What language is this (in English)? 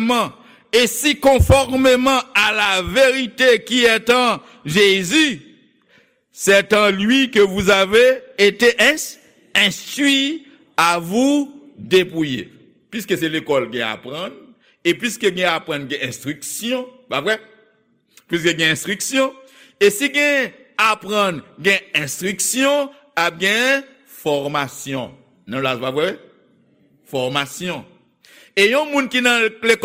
Haitian Creole